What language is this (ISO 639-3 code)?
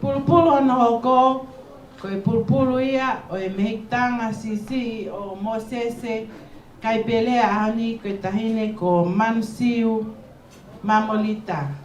ton